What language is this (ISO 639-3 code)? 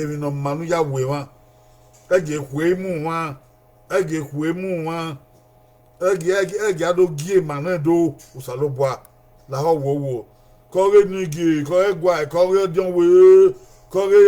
bin